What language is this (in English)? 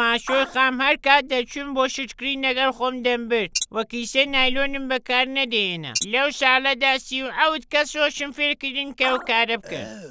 Central Kurdish